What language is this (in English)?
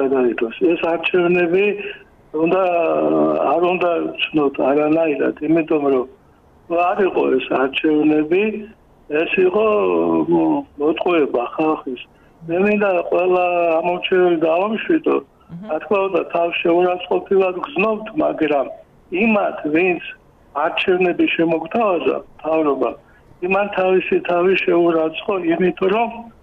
Georgian